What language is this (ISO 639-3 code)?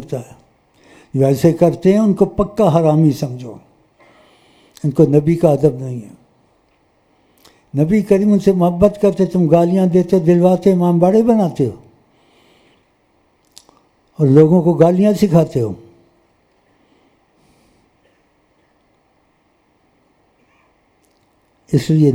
urd